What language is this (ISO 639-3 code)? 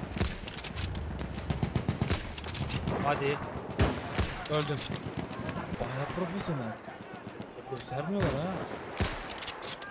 tur